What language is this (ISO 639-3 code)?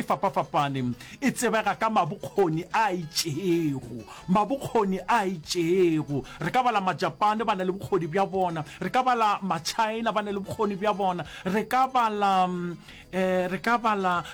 nso